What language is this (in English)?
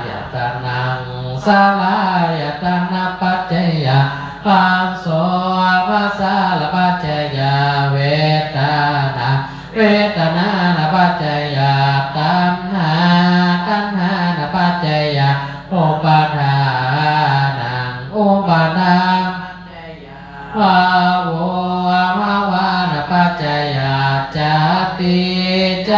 Pali